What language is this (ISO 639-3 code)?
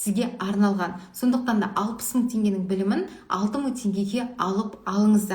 kaz